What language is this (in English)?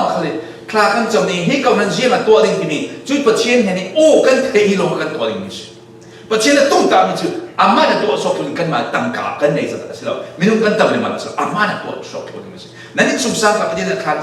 Falam Chin